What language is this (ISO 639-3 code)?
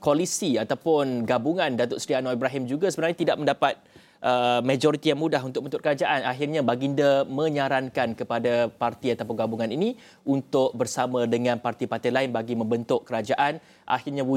msa